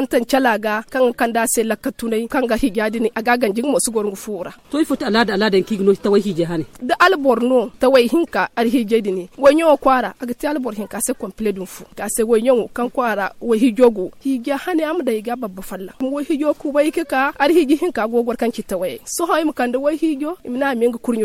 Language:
Zarma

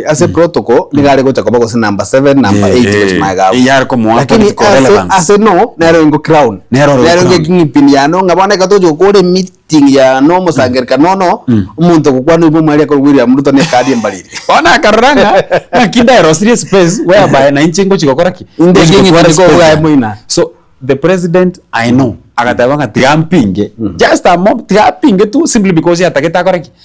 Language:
Gusii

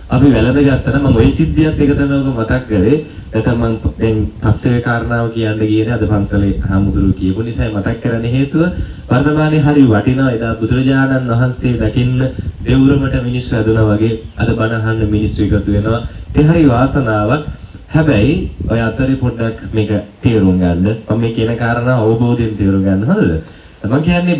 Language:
Sinhala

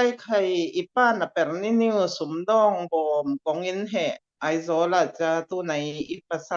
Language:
Falam Chin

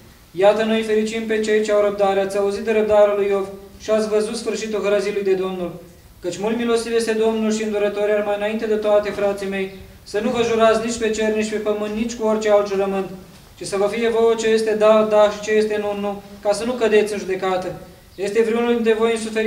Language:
Romanian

